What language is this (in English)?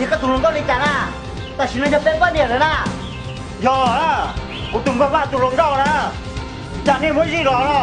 Hmong